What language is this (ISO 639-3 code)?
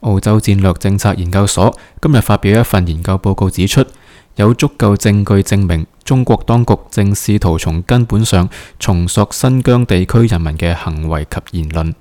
yue